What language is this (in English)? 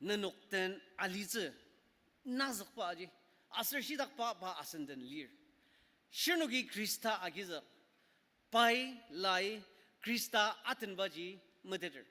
Ao Naga